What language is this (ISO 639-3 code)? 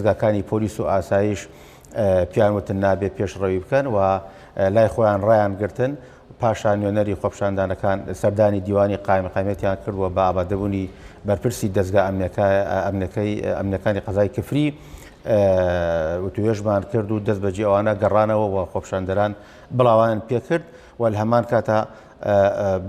ckb